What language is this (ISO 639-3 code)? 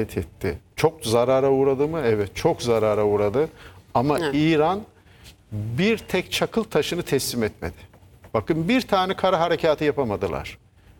tur